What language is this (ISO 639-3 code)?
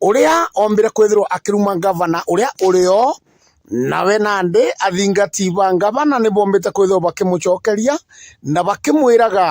mer